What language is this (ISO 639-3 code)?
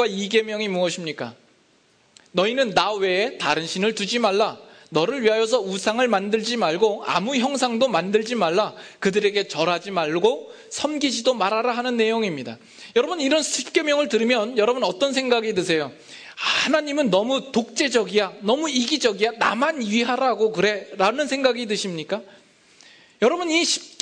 kor